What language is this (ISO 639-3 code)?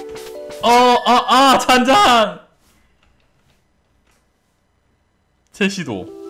kor